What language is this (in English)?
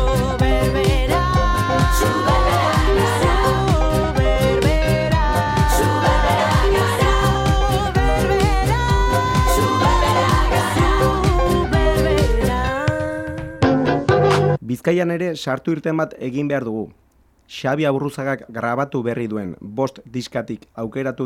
Basque